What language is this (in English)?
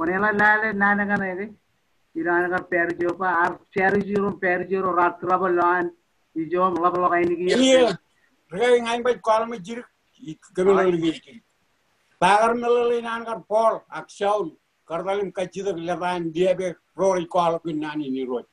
Marshallese